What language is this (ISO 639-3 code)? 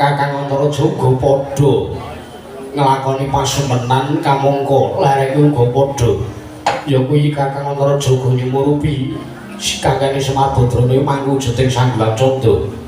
jav